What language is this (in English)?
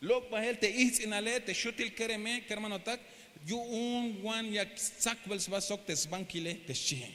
Tzeltal